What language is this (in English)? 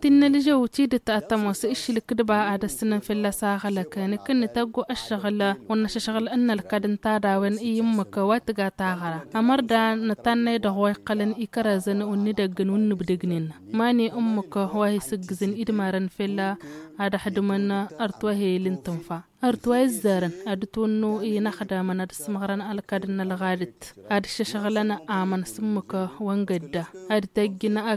Tamasheq